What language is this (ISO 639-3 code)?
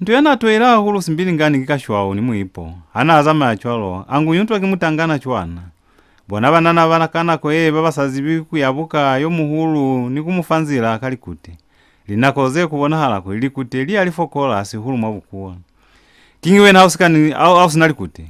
loz